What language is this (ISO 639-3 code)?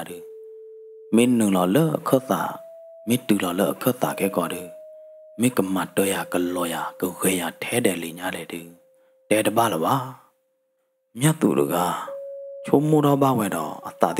ksw